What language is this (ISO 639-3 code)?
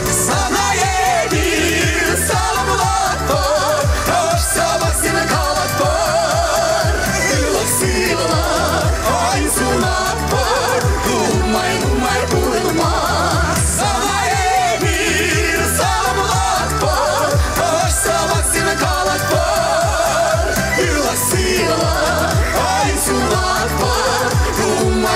chv